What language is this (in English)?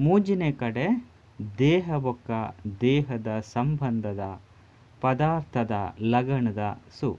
Tulu